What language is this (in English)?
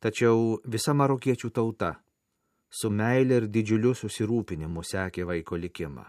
Lithuanian